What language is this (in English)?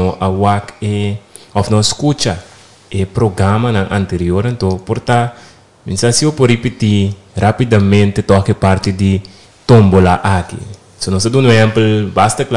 Papiamento